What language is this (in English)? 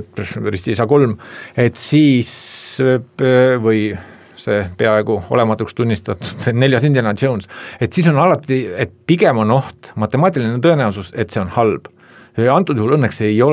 Estonian